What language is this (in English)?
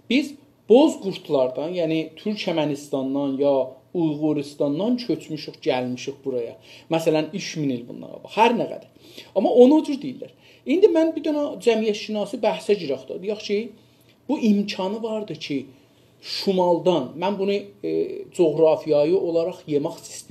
South Azerbaijani